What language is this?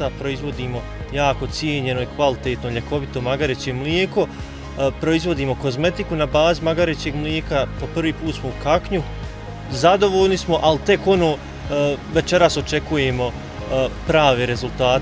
Bosnian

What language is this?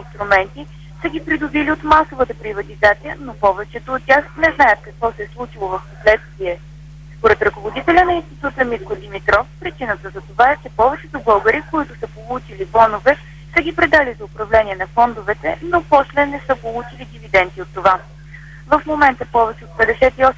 Bulgarian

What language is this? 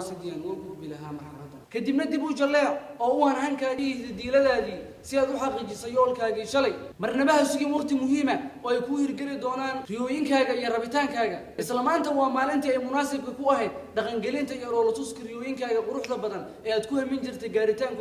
Somali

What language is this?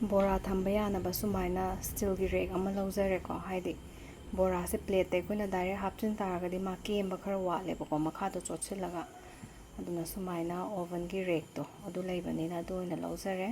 Manipuri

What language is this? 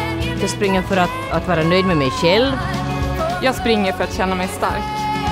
Swedish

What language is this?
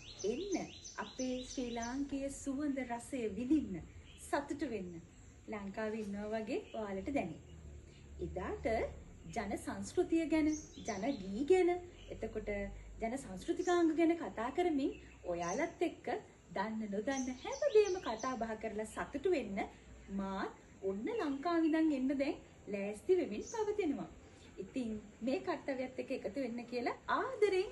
Sinhala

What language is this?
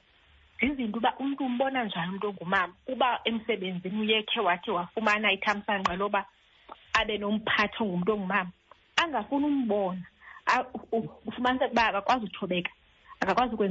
Xhosa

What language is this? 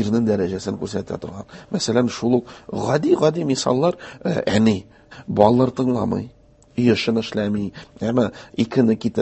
Tatar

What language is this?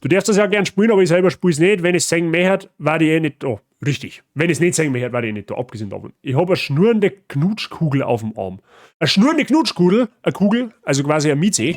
Bavarian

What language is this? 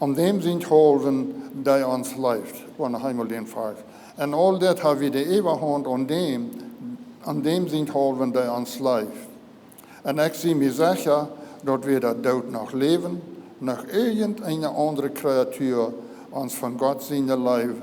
Plautdietsch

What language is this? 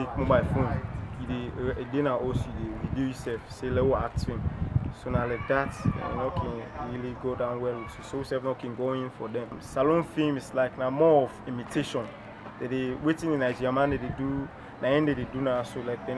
Krio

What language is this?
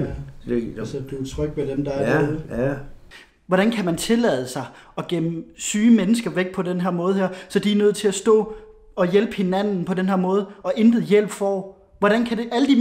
Danish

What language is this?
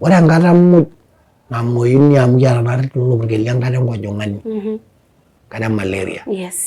Masai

